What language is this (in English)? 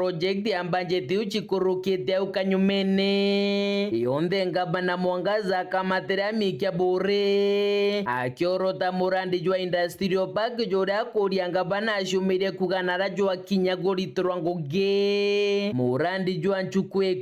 Meru